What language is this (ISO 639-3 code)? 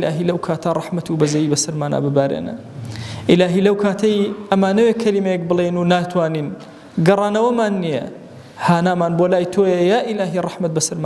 ckb